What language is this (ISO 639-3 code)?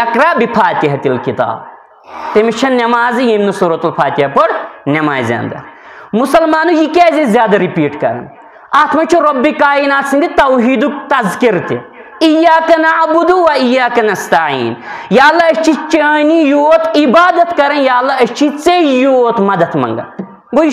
kas